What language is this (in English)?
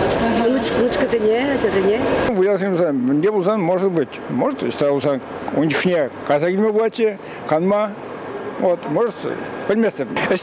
Chuvash